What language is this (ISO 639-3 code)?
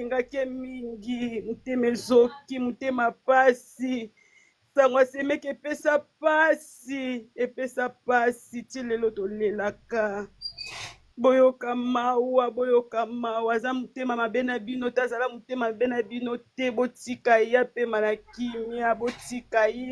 lin